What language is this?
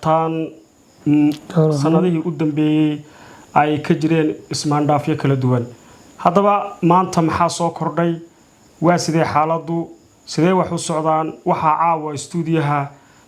Somali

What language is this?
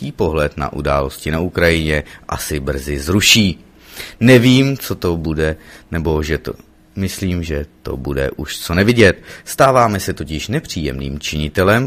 Czech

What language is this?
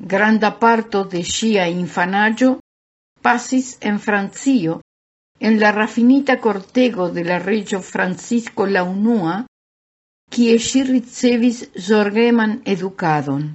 Esperanto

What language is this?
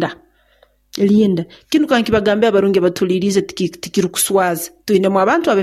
Nyoro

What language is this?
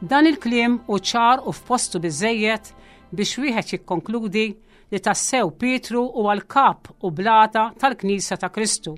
Maltese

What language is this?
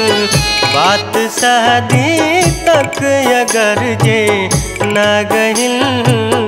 Bhojpuri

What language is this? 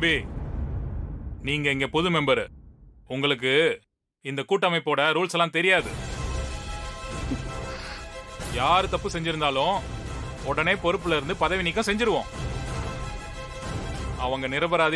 Tamil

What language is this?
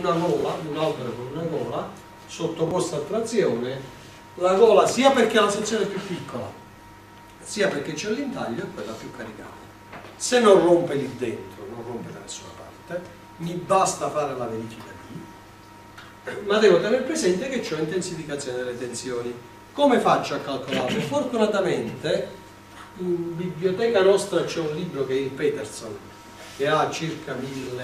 Italian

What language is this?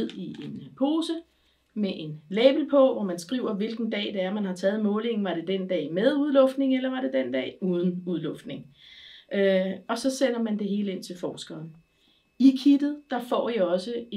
Danish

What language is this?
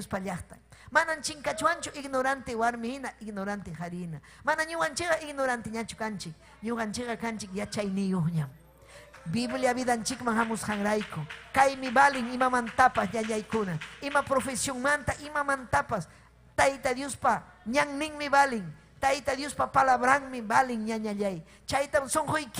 Ayacucho Quechua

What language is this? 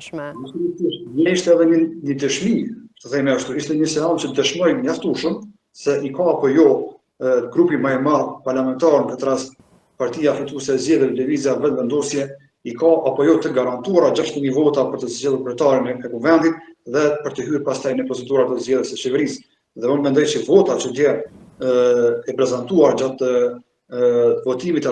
Albanian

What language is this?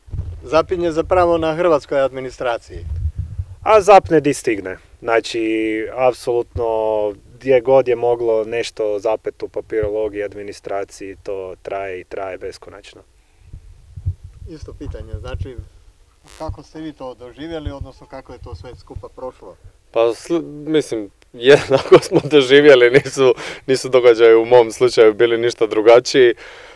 Croatian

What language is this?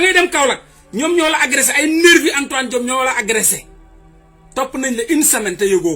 Wolof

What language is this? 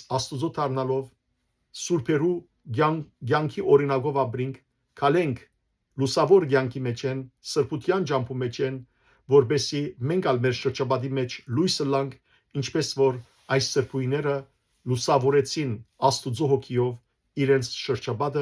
Western Armenian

